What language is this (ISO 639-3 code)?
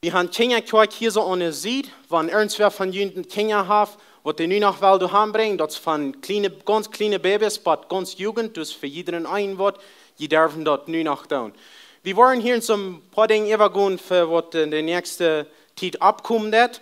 pdt